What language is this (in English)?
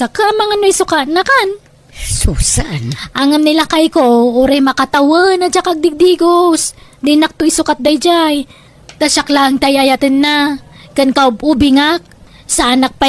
Iloko